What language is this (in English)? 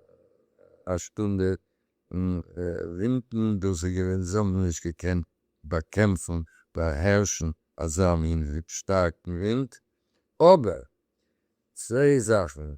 Yiddish